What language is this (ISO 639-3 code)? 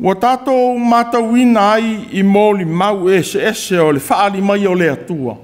smo